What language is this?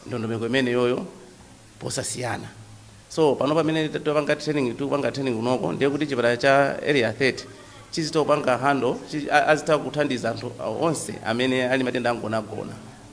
Nyanja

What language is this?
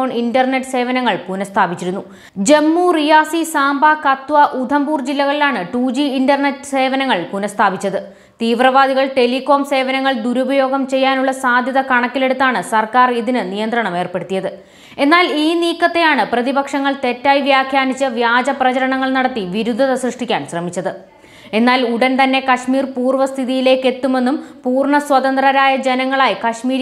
Malayalam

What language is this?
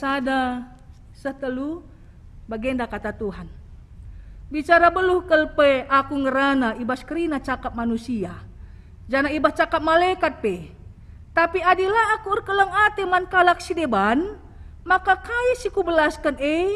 Batak Karo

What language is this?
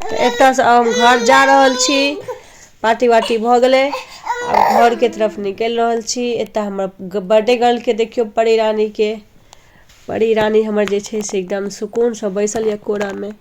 Maithili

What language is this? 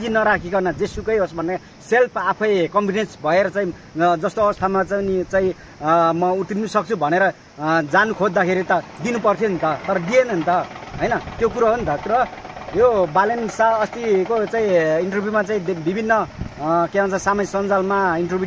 Nepali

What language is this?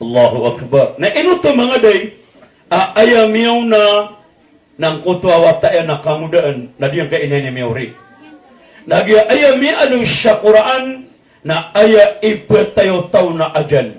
Maranao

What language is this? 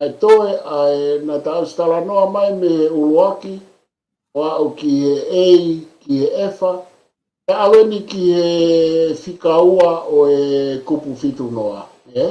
Tongan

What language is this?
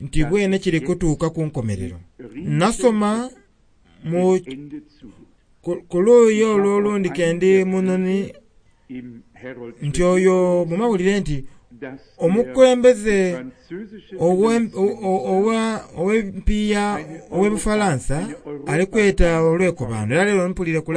Soga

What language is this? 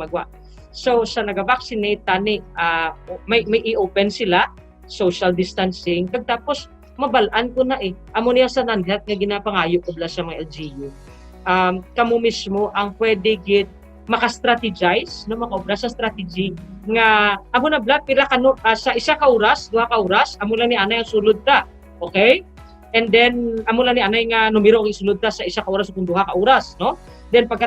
Hiligaynon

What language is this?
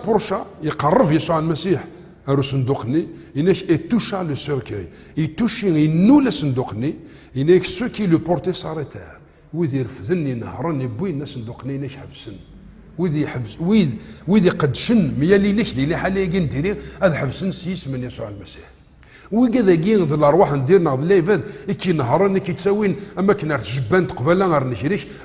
Kabyle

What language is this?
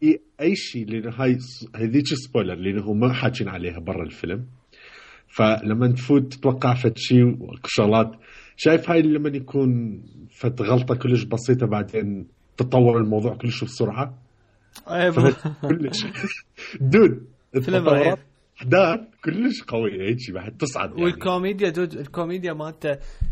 Mesopotamian Arabic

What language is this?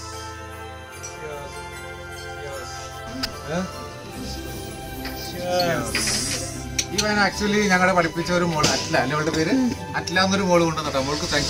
Malayalam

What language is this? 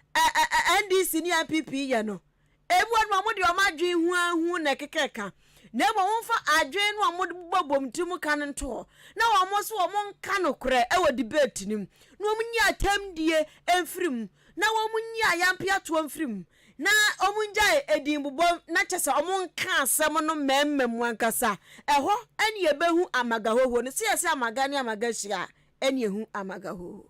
Akan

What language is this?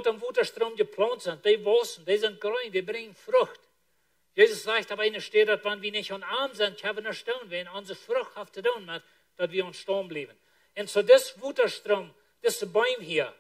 Plautdietsch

